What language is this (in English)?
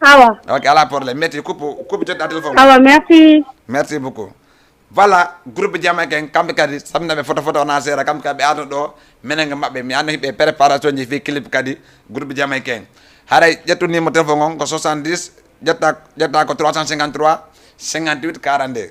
Fula